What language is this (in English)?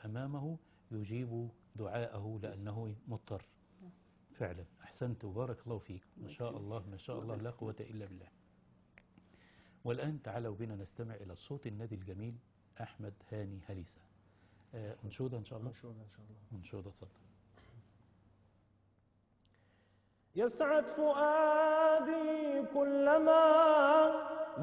Arabic